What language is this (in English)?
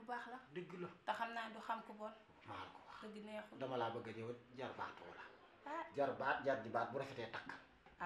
Wolof